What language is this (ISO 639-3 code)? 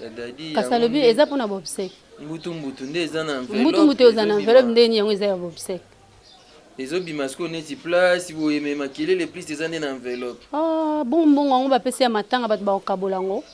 lin